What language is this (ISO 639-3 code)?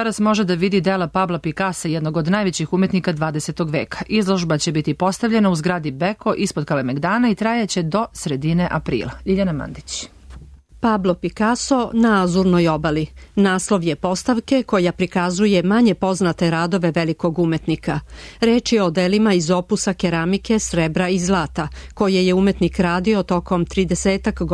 srp